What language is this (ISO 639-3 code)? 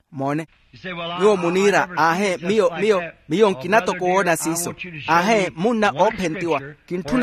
vmw